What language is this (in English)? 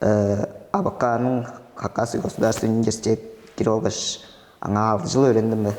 Tuvinian